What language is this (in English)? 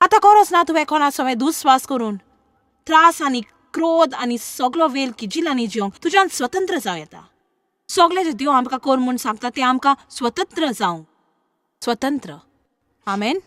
Konkani